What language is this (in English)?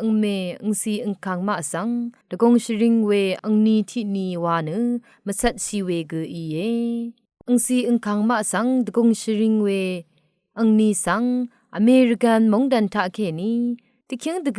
Rawang